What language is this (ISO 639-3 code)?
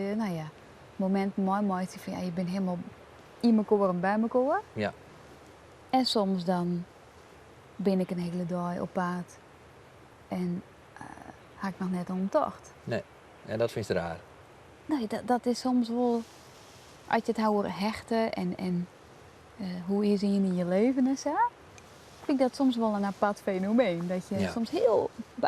fry